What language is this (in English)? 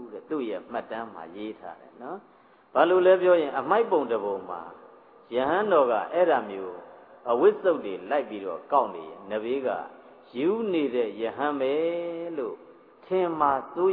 Burmese